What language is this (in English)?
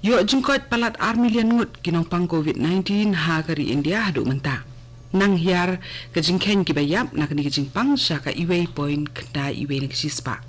Khasi